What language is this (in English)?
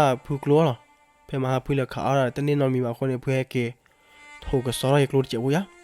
S'gaw Karen